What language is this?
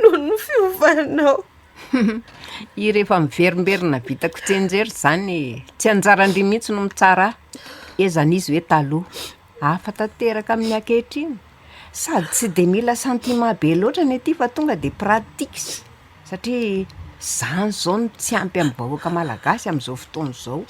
Malagasy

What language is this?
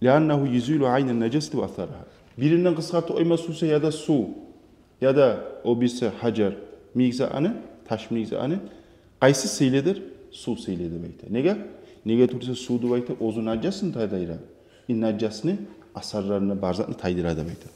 Kumyk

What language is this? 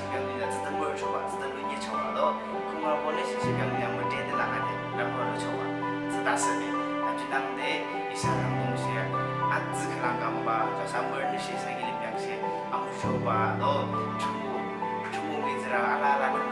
Yimchungru Naga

